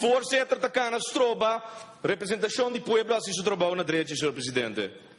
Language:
Papiamento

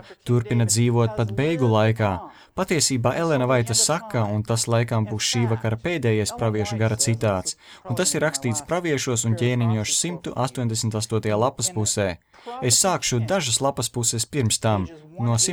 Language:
Latvian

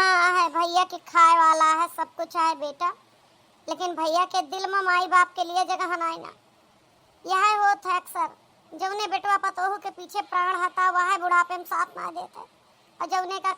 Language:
Awadhi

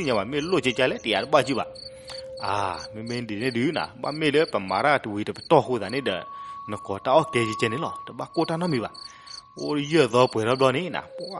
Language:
S'gaw Karen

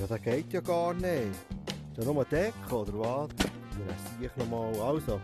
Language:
Swiss German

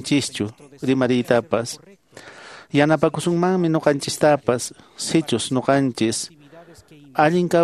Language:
Quechua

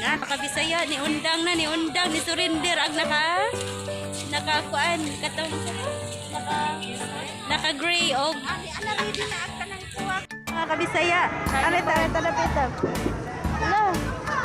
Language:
Cebuano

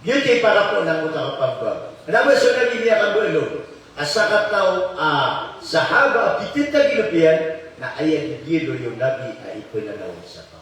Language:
Maranao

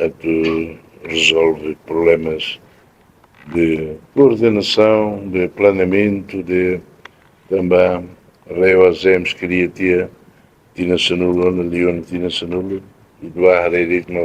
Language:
Tetum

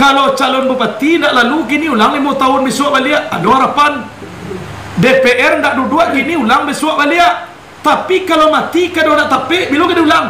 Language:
Minangkabau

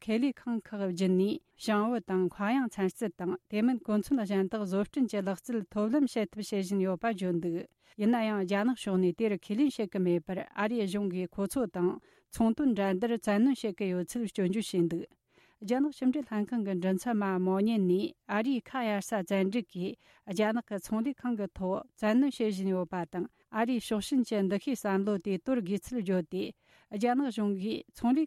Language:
Tibetan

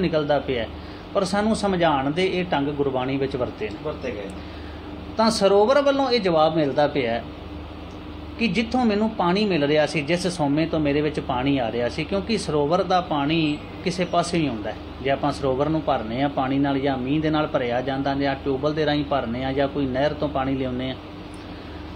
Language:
Punjabi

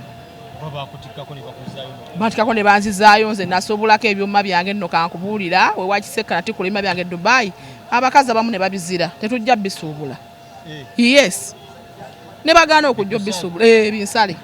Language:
Ganda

